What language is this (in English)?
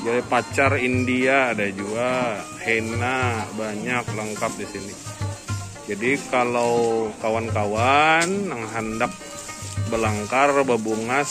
Banjar